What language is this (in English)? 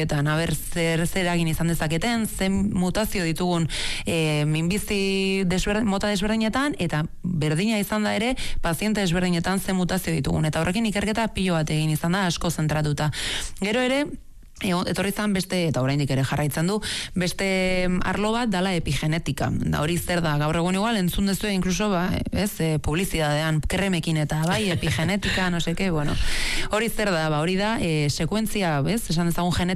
Basque